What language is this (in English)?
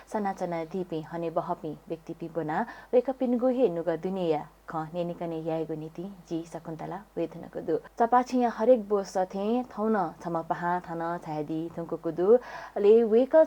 Newari